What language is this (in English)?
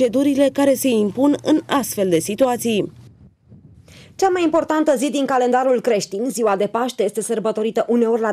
Romanian